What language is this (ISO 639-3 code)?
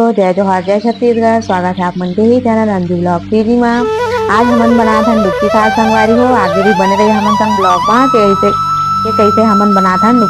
hne